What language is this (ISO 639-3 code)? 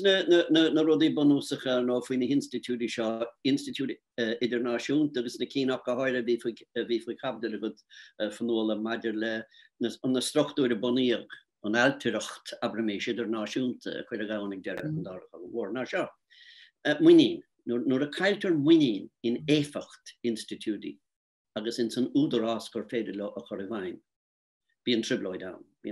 gle